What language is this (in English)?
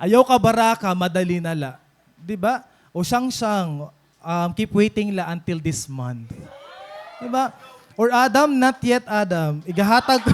Waray